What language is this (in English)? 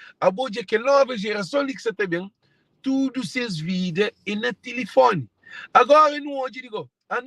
Kabuverdianu